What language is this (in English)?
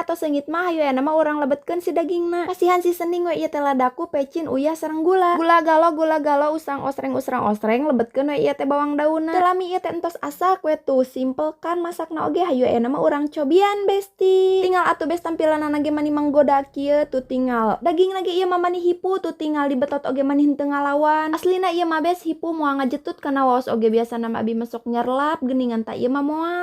Sundanese